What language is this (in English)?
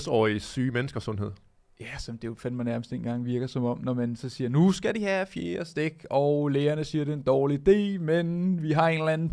Danish